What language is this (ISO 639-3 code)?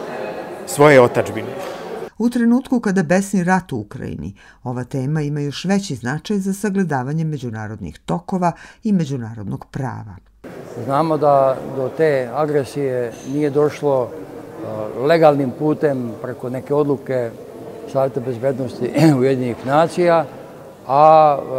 srp